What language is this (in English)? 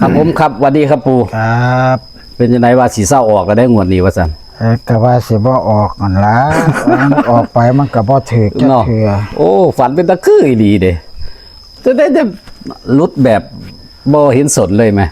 Northeastern Thai